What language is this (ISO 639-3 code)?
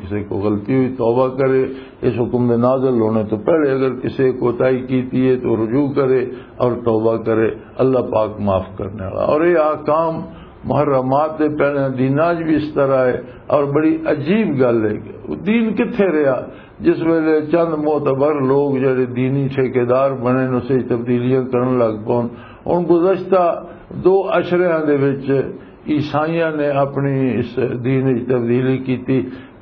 lah